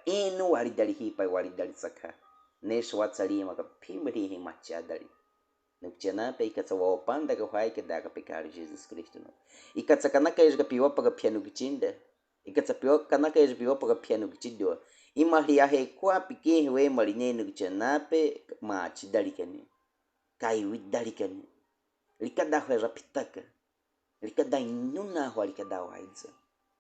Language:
Baniwa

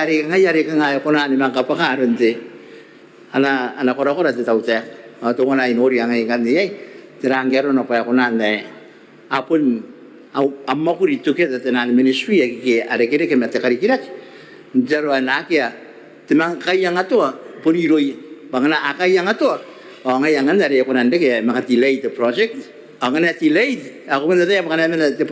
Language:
Gilbertese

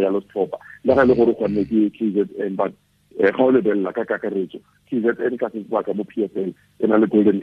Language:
Tswana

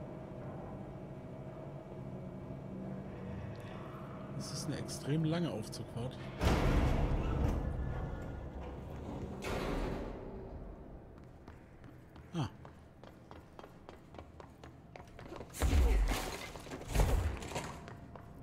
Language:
German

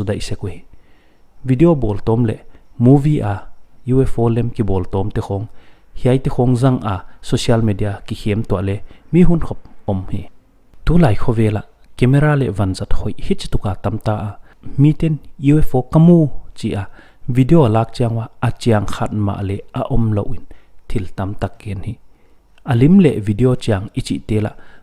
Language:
Paite Chin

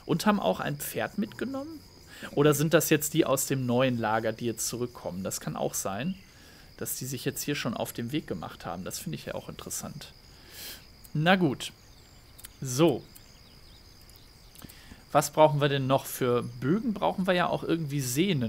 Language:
German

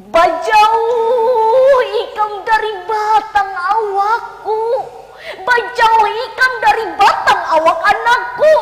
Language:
Banjar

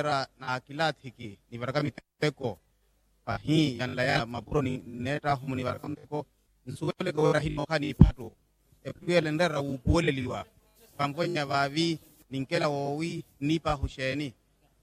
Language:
Makhuwa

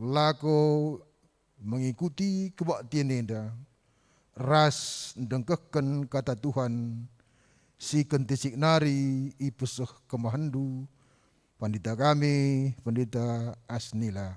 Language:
Batak Karo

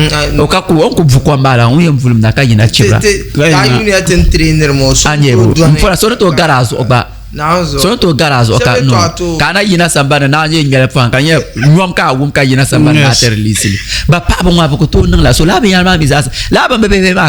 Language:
Dagbani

